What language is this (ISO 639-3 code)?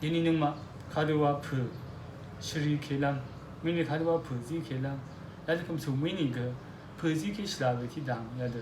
raw